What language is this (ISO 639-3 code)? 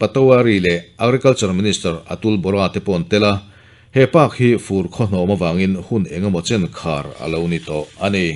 lus